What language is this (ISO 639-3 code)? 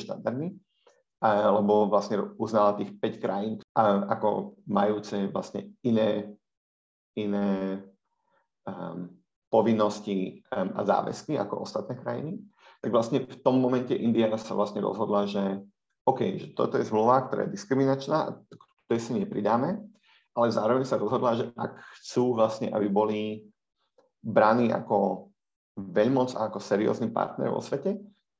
slk